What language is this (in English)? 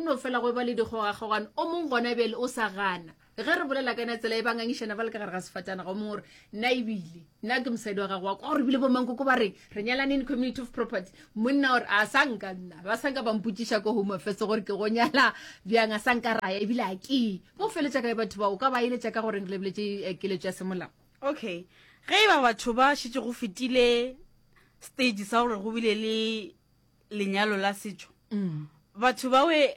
Northern Sotho